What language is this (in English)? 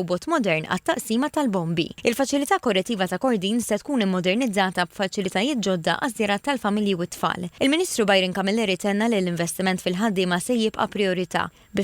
Maltese